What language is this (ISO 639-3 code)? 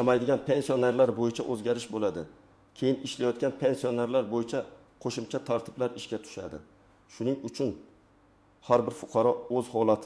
uzb